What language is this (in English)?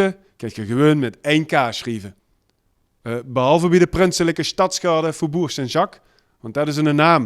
Limburgish